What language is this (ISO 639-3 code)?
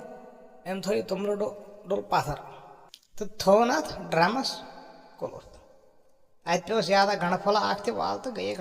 kas